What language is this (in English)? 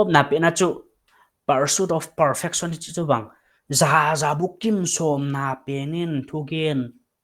Paite Chin